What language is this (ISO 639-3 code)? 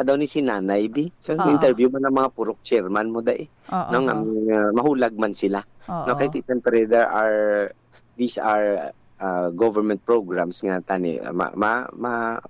hil